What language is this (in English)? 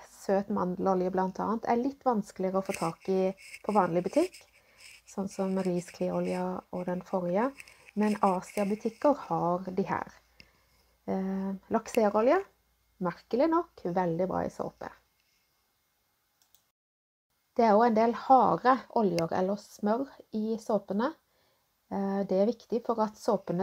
Norwegian